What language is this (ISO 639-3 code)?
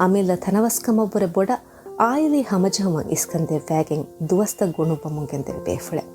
div